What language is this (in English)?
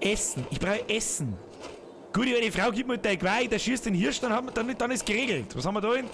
Bavarian